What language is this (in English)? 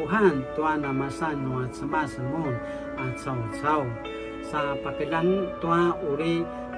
Paiwan